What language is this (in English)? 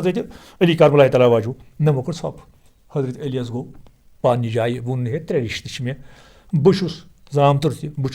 Kashmiri